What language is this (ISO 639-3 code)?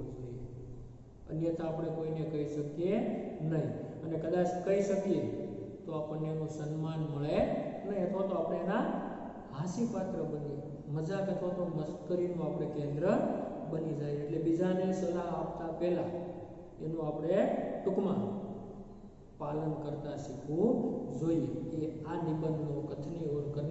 guj